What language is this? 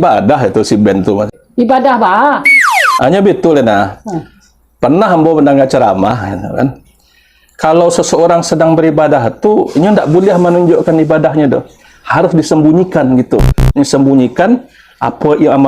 Minangkabau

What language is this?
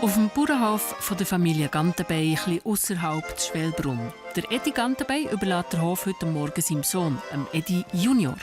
Swiss German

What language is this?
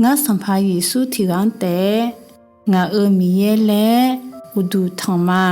Akha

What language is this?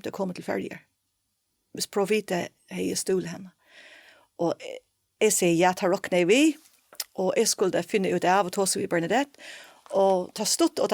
Faroese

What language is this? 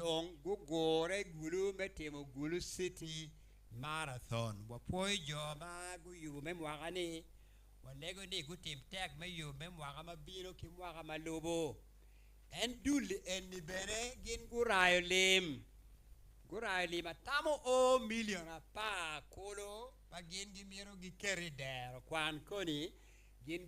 Acoli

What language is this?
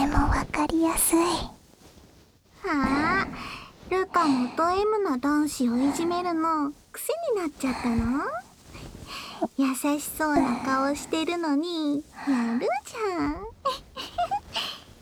Japanese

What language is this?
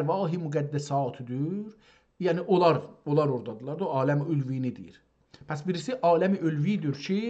South Azerbaijani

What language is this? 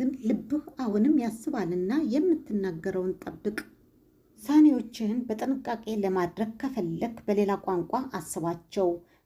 Amharic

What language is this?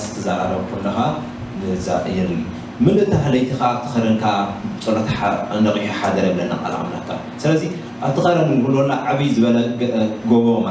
Tigrinya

